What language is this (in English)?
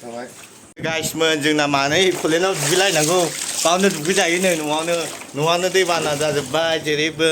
Bodo